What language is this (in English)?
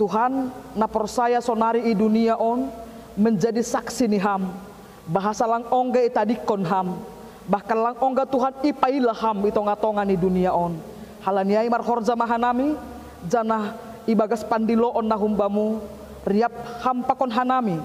Batak Simalungun